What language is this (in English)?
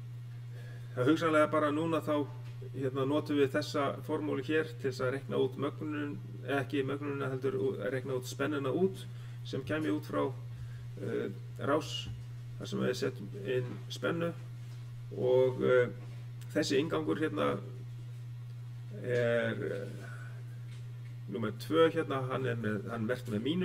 Icelandic